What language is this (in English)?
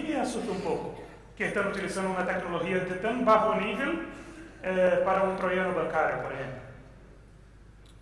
Spanish